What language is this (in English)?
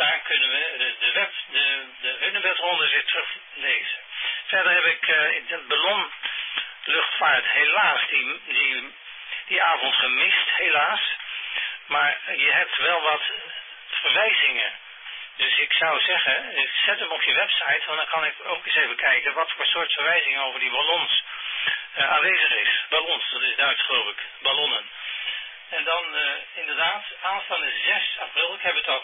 Dutch